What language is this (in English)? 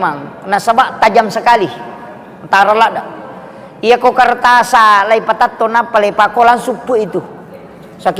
Buginese